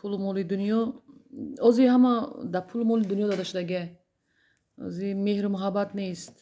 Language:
Tajik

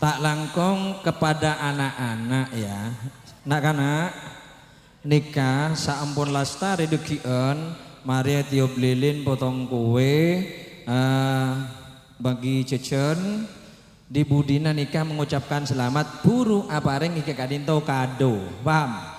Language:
Madurese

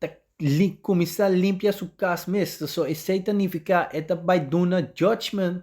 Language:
Papiamento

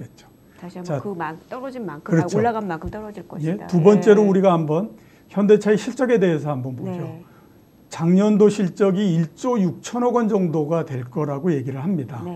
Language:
Korean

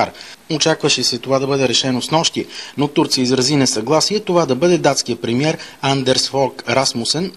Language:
Bulgarian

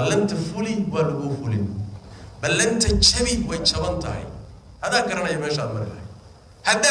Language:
Somali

